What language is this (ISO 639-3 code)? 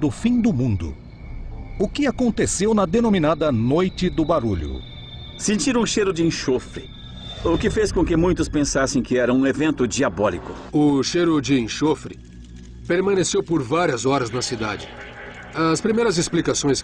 por